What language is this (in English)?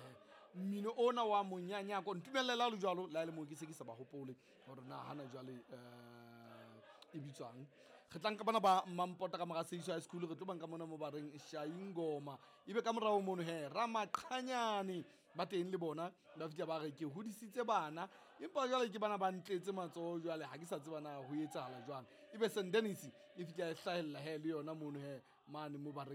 Southern Sotho